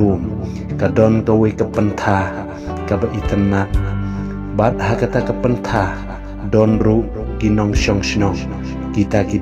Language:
Khasi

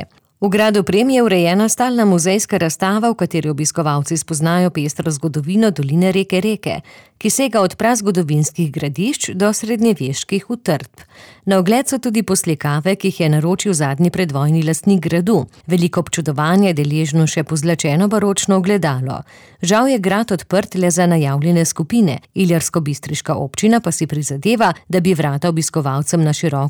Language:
Slovenian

